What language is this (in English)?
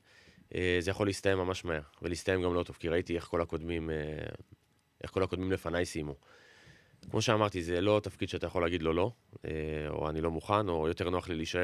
Hebrew